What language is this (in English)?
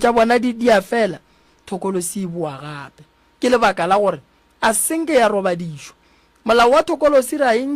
Northern Sotho